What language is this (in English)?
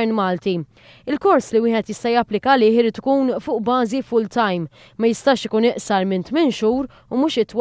Maltese